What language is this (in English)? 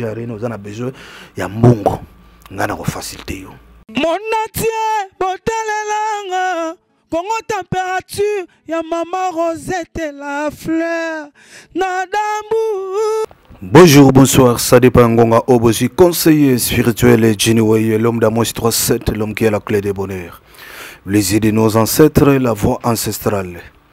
Lingala